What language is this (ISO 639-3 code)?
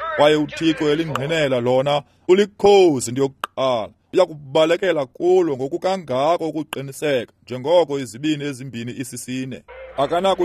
xho